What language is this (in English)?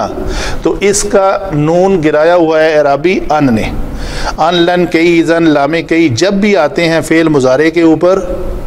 Urdu